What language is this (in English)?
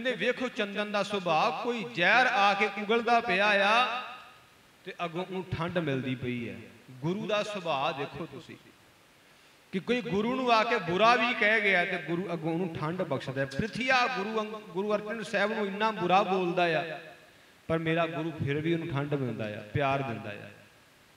Punjabi